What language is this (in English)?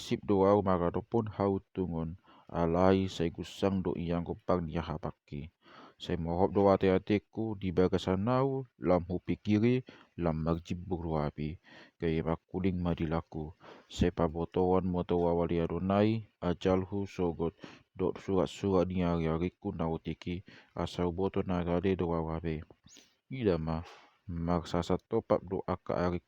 Batak Toba